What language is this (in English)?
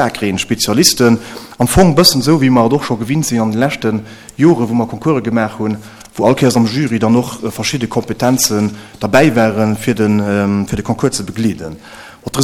Luxembourgish